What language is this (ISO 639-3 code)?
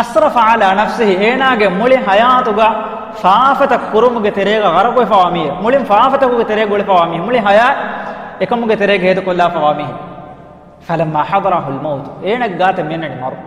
div